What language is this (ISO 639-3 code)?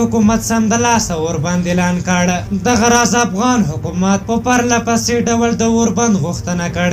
pus